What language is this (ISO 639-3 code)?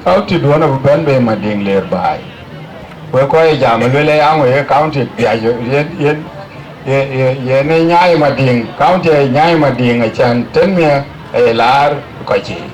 din